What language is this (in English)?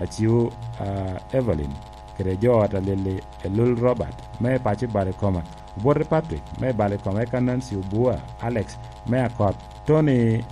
Lango (Uganda)